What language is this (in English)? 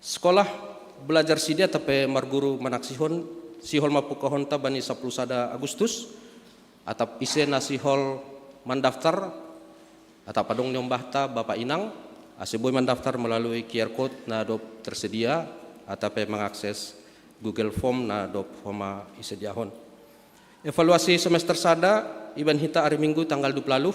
Batak Simalungun